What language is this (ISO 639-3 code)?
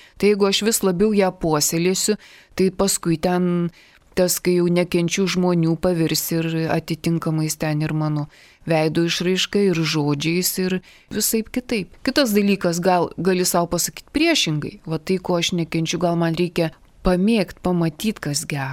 lit